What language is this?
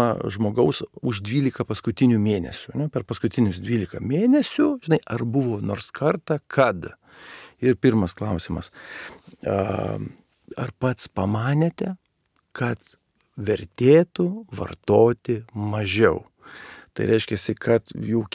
Lithuanian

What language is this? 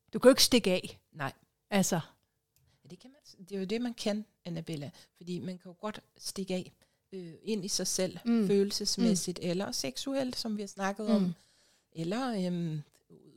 Danish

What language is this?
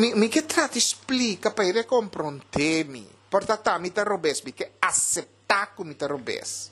Papiamento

